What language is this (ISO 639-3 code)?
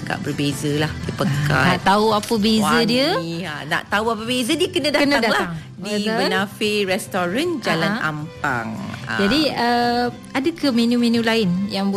msa